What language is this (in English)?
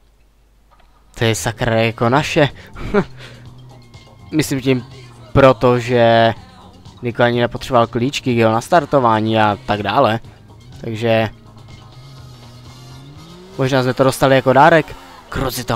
Czech